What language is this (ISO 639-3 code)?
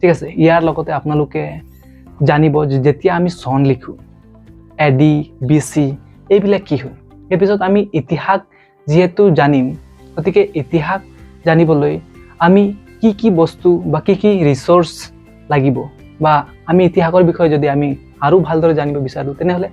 asm